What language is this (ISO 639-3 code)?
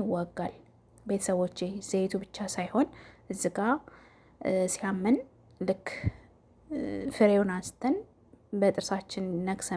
amh